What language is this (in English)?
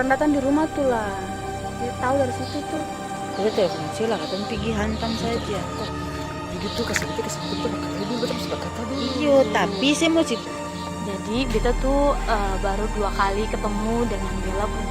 Ambonese Malay